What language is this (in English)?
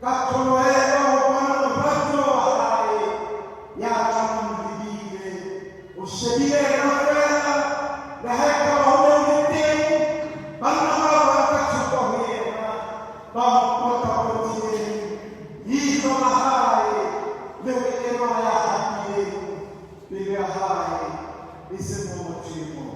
Southern Sotho